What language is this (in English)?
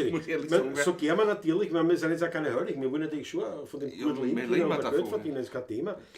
Bavarian